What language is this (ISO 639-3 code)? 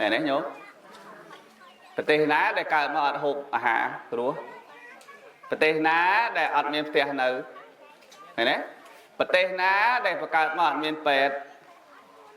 khm